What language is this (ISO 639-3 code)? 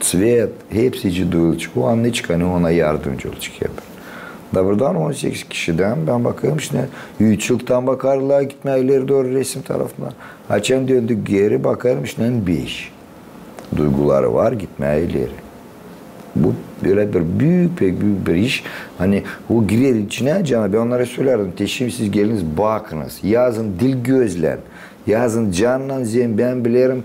gag